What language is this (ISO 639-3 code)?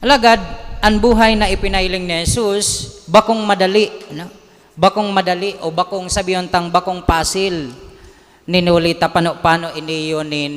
bik